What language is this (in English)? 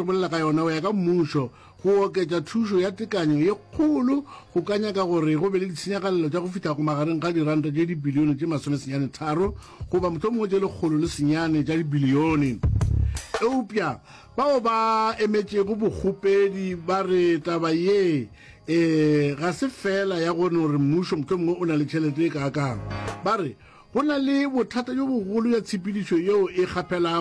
Northern Sotho